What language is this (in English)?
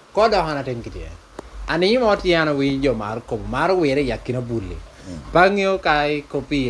Lango (Uganda)